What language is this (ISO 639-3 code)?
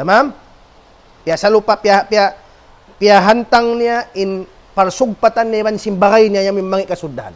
tsg